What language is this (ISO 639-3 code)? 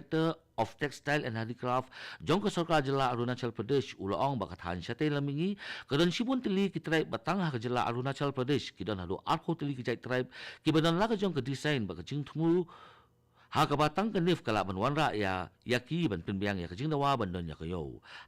kha